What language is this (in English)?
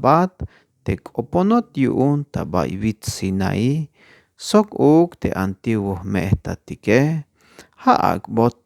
Tzeltal